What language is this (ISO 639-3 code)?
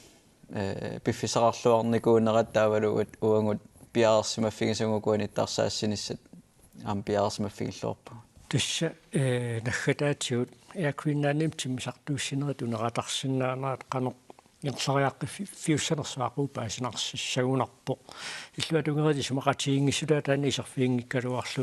kal